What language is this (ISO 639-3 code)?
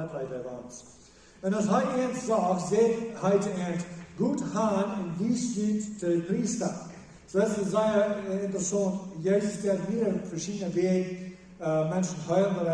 pdt